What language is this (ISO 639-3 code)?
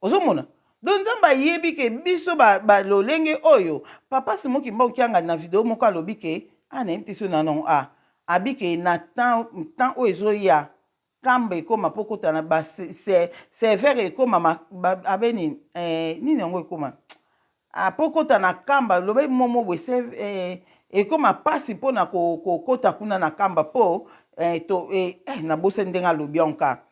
lin